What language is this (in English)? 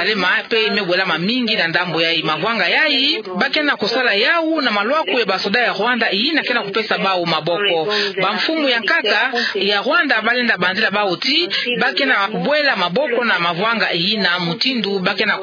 Kituba (Democratic Republic of Congo)